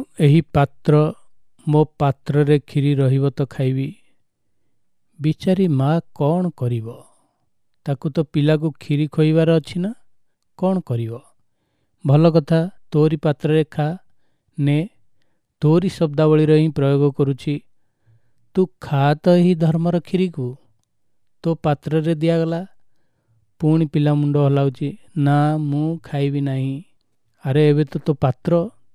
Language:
Odia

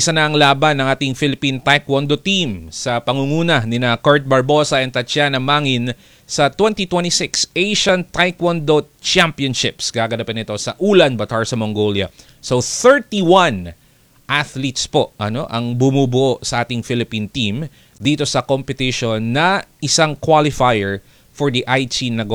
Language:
Filipino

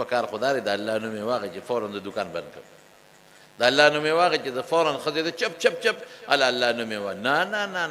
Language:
Pashto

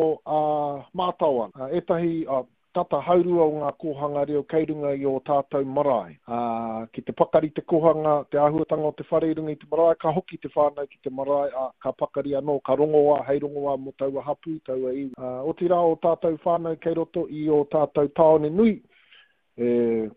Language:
Māori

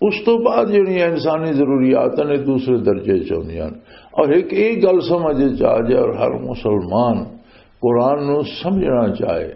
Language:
Western Panjabi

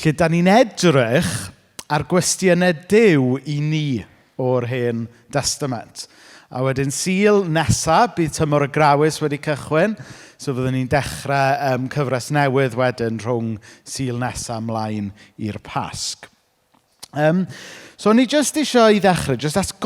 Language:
Welsh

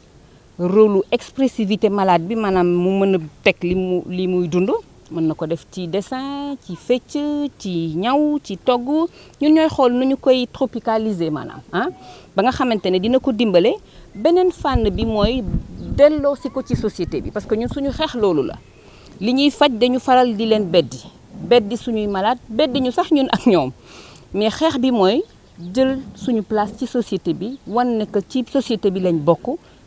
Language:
Wolof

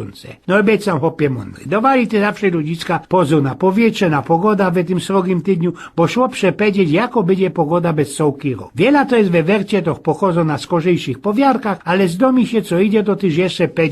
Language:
Silesian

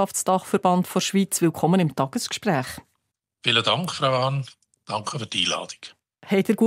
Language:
Swiss German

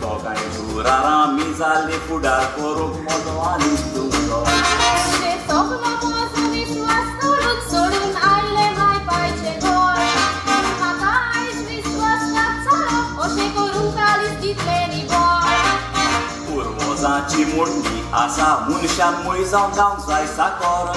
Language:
Konkani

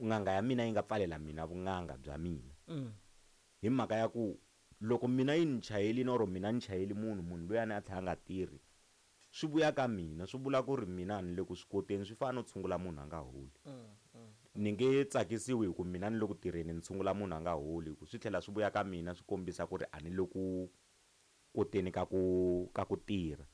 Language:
Tsonga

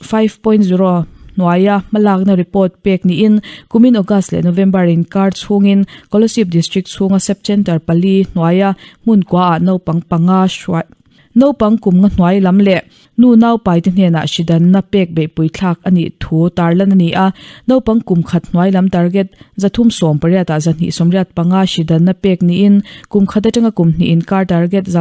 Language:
Mizo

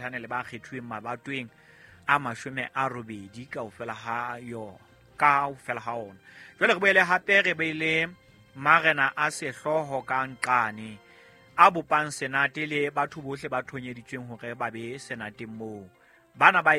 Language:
Southern Sotho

